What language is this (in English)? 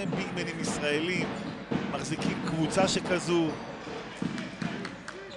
Hebrew